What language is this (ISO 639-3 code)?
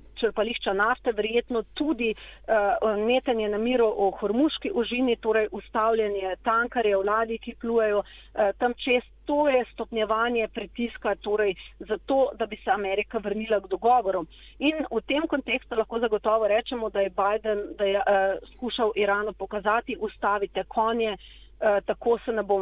slv